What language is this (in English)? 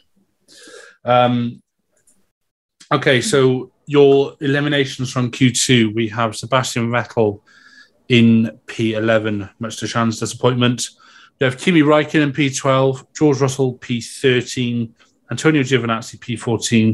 English